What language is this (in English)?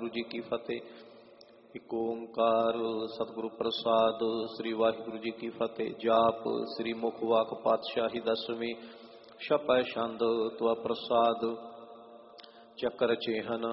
Punjabi